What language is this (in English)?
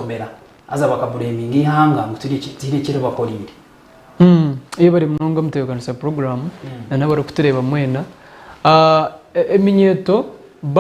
Nyankole